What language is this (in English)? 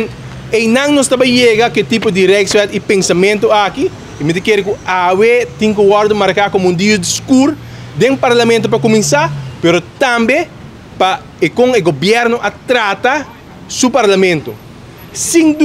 Papiamento